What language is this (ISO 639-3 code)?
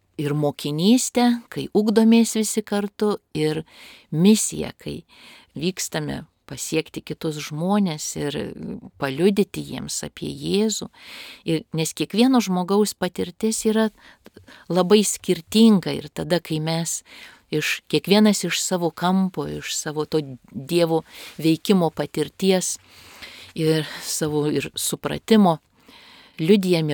lit